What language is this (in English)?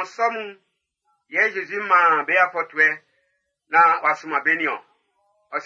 Baoulé